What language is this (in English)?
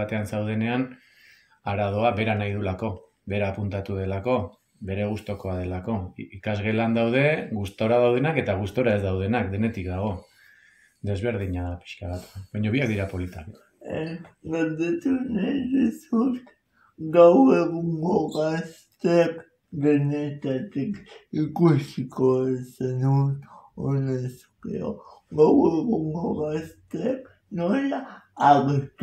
Basque